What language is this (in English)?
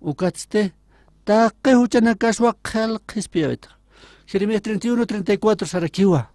Aymara